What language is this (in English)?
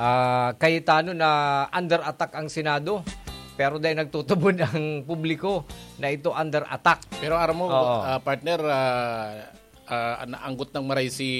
Bikol